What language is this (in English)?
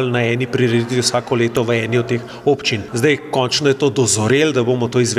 Slovenian